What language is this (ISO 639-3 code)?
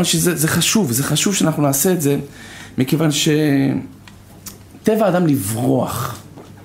heb